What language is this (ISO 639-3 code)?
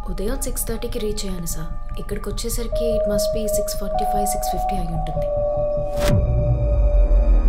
tel